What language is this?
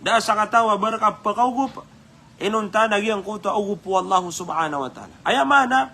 Maranao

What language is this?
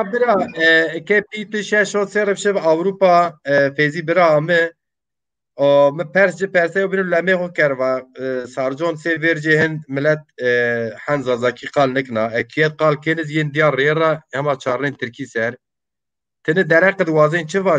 Zaza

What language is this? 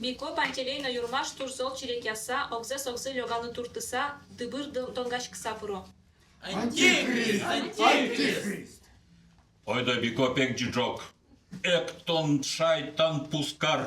Udmurt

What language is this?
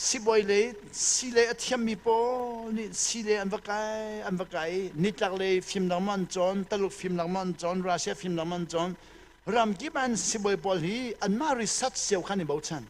Hakha Chin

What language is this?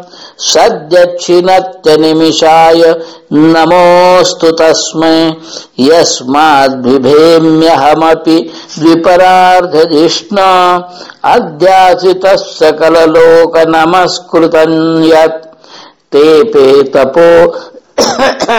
Sanskrit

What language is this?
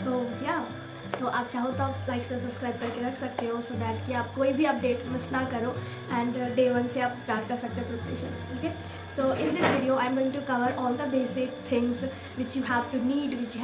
Hindi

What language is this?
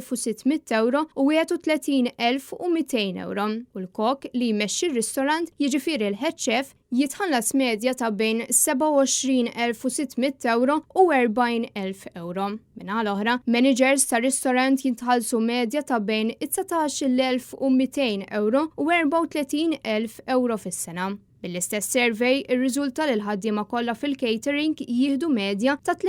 Maltese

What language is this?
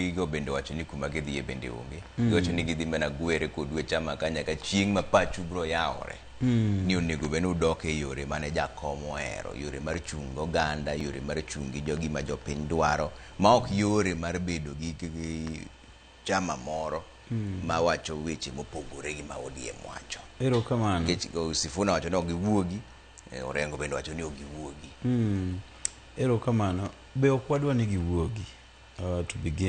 Luo (Kenya and Tanzania)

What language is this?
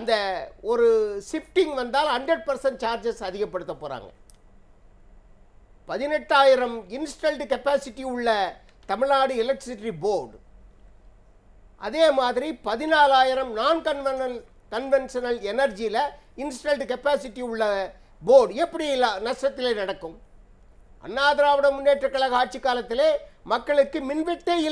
Tamil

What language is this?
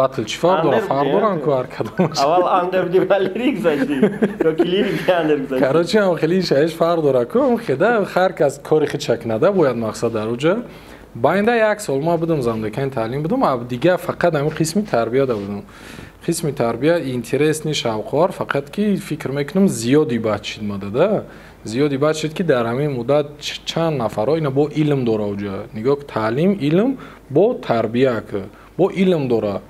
Tajik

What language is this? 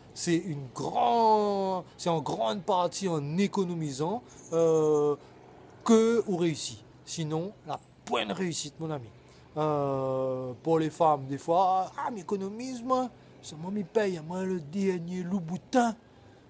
Réunion Creole French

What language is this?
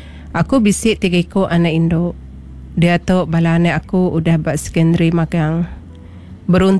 Iban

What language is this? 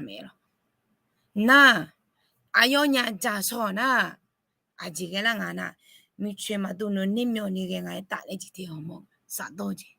Akha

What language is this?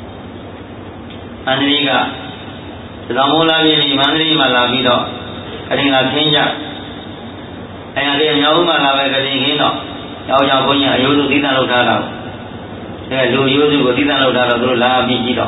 Burmese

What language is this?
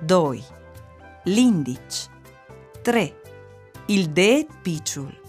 Friulian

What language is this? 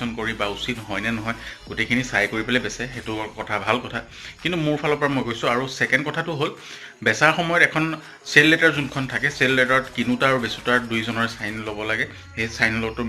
Assamese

